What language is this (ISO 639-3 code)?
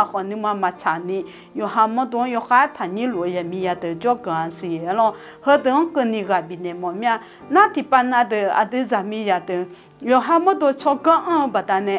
ahk